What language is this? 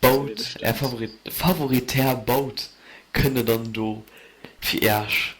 Luxembourgish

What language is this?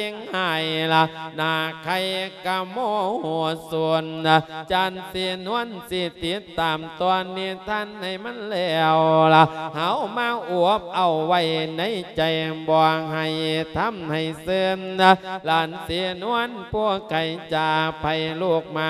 Lao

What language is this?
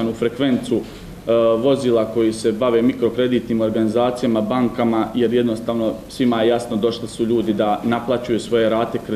Bosnian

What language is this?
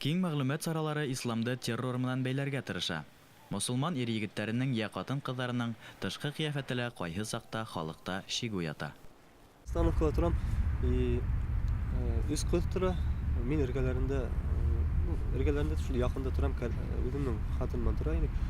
Bashkir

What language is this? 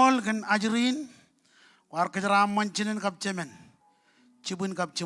Marshallese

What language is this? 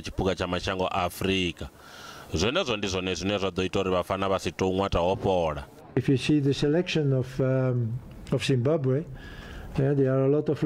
Venda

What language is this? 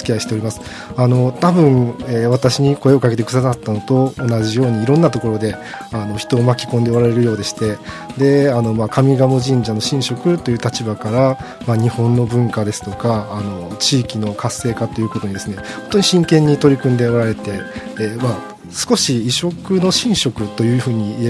Japanese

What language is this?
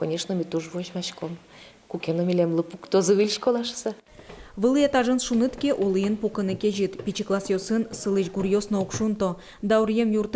Udmurt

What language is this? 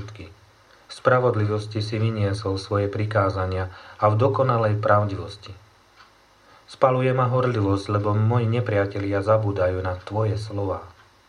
Slovak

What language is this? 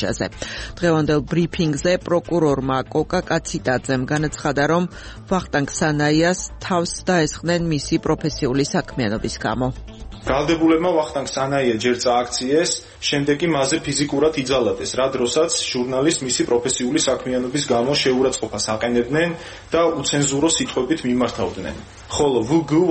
Georgian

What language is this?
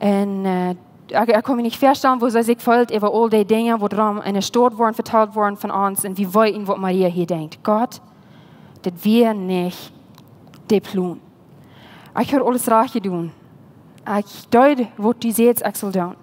Plautdietsch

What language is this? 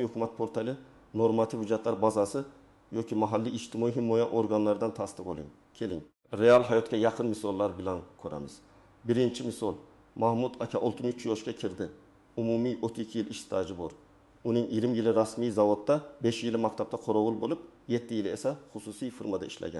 Uzbek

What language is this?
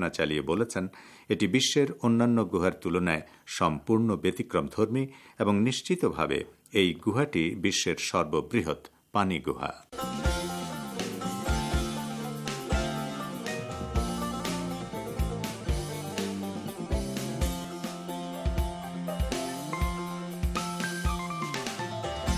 Bangla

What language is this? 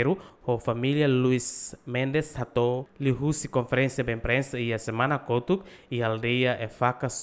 Tetum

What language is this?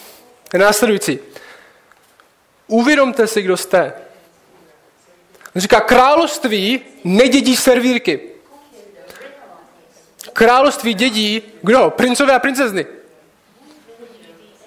Czech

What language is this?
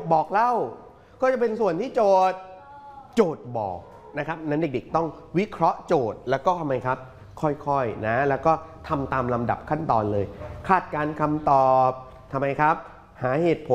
Thai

